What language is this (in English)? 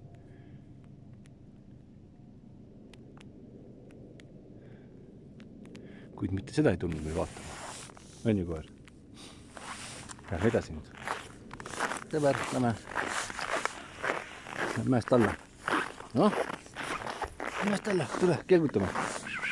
Estonian